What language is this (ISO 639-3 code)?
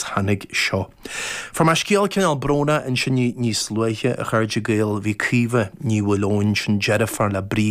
gle